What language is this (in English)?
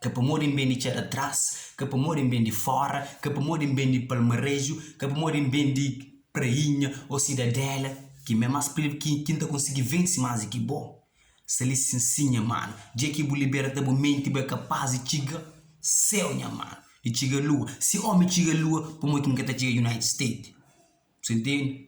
Kabuverdianu